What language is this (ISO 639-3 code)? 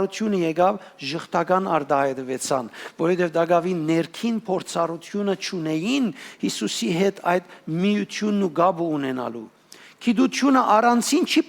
hyw